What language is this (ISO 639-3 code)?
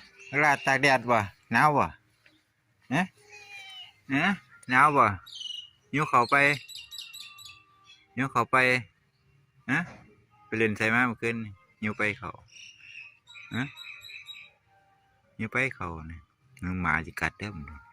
tts